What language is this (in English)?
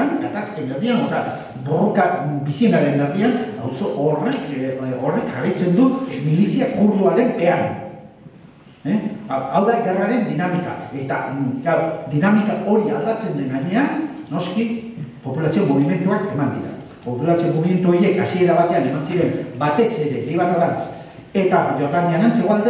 Basque